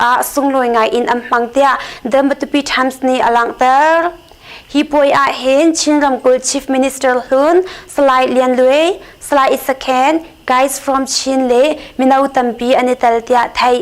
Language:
Hakha Chin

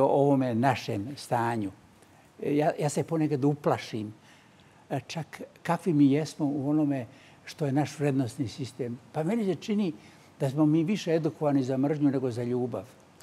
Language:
Serbian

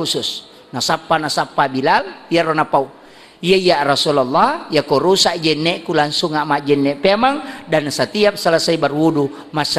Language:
Buginese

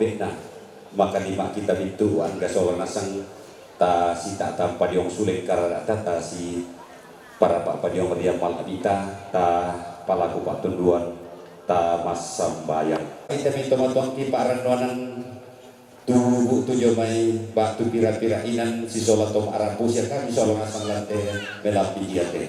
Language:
Toraja-Sa'dan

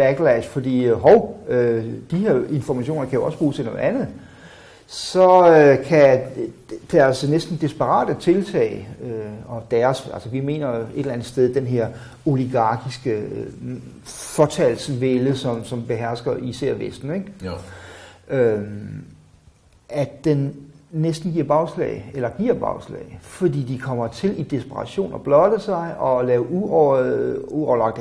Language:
Danish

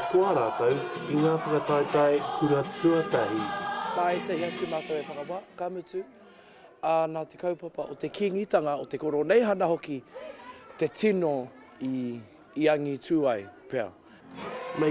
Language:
Māori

